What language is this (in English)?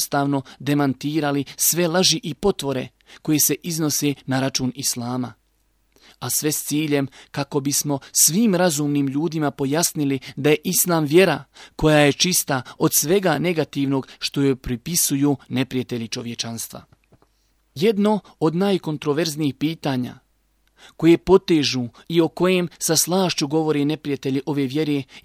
Bosnian